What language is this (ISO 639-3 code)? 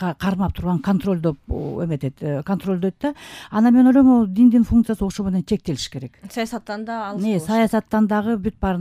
kir